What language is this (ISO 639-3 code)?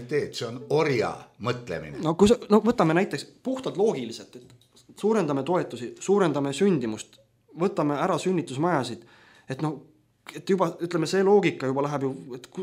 est